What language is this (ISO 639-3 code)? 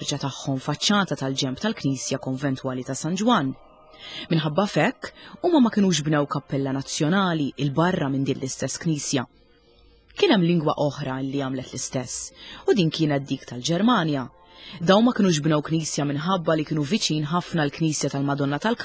mlt